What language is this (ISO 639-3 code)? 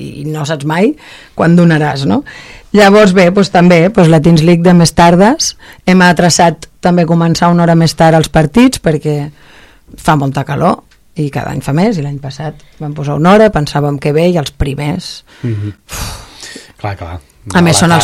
cat